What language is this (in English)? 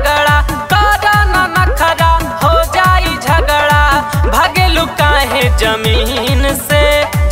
Bhojpuri